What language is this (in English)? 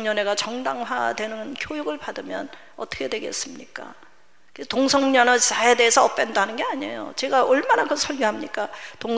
Korean